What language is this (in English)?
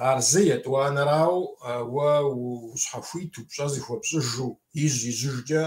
Kabardian